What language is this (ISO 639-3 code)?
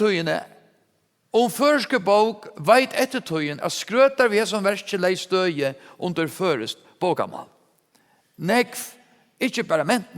fao